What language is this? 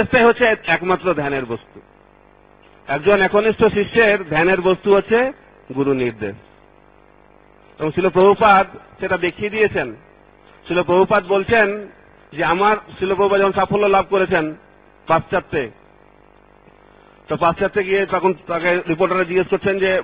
Bangla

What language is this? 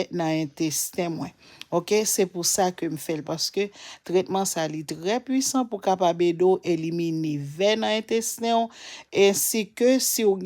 Haitian Creole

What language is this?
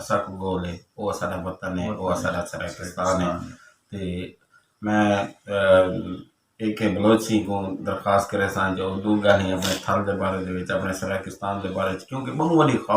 Saraiki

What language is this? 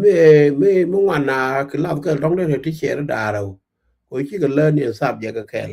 Nuer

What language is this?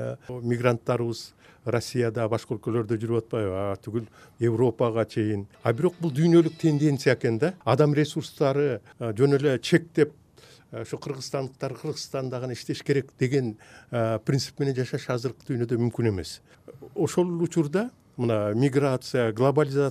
Kyrgyz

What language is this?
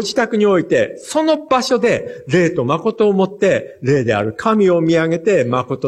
Japanese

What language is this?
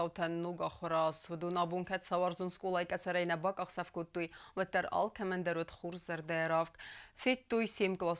Ossetic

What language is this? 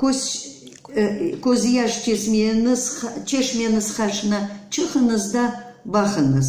Crimean Tatar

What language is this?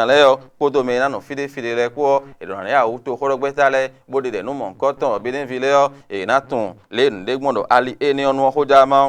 Fon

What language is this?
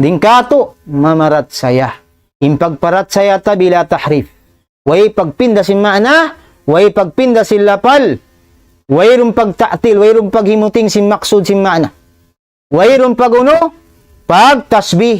Tausug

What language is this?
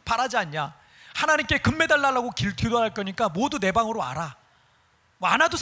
Korean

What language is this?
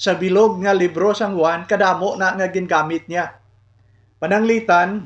Hiligaynon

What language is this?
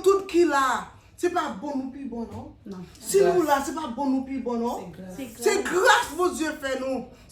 Haitian Creole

